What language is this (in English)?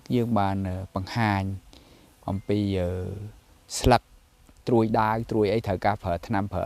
Khmer